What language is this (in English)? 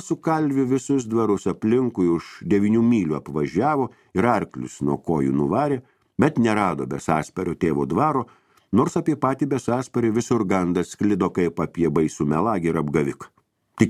Lithuanian